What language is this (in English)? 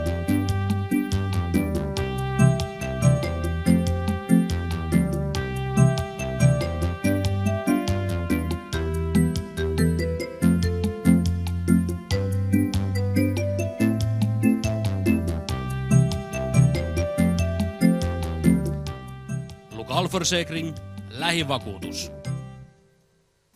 Swedish